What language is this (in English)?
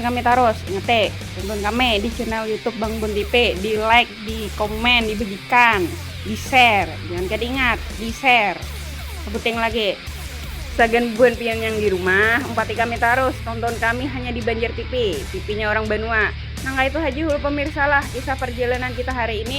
Banjar